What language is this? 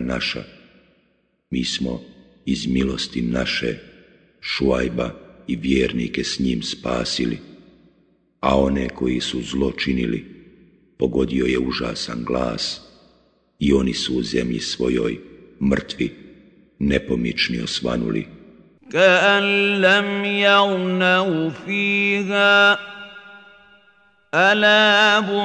Bosnian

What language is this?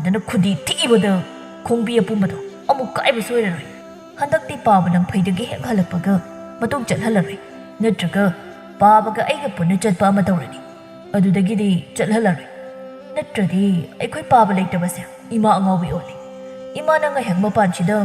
Manipuri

